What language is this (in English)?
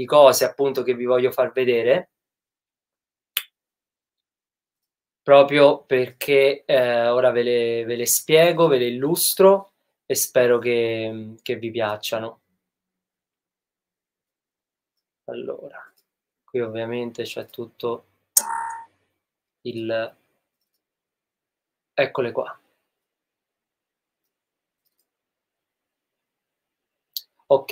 Italian